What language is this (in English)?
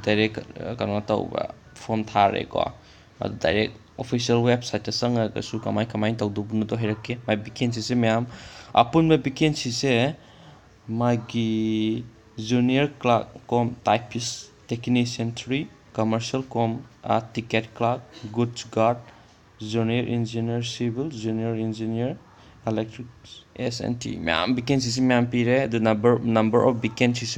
Manipuri